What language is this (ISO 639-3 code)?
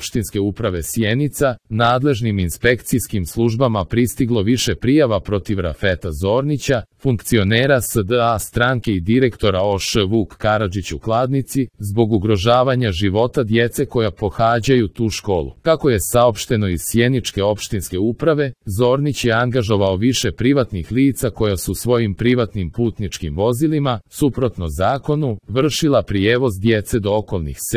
srp